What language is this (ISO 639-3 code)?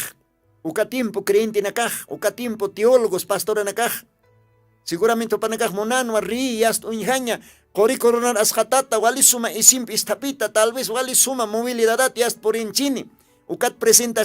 aym